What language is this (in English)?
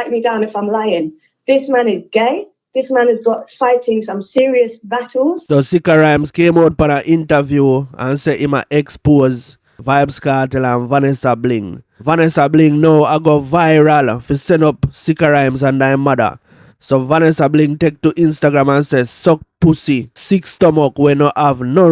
Jamaican Creole English